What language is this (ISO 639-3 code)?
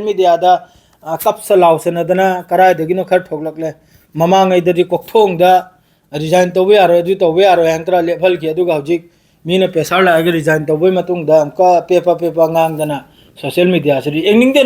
mni